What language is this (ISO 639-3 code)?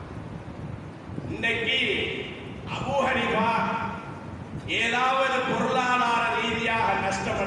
tam